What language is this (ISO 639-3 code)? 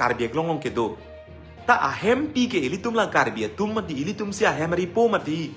mjw